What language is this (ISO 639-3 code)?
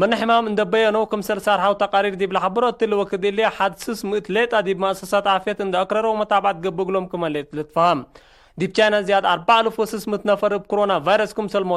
tig